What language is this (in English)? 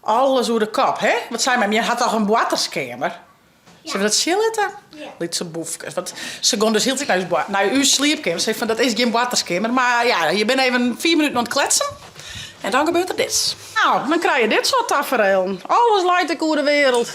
Western Frisian